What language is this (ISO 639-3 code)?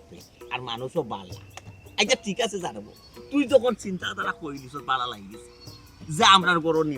syl